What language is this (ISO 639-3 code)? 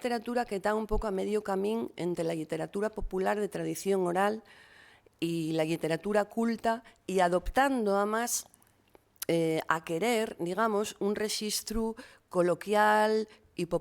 ast